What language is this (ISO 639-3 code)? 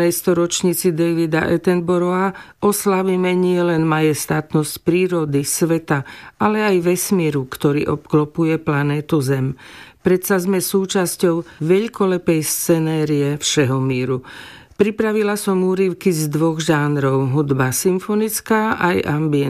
slk